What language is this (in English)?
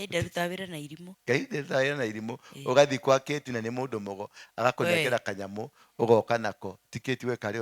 Kikuyu